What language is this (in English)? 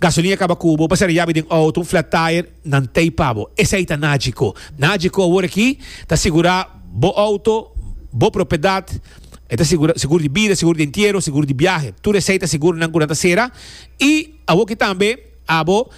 Papiamento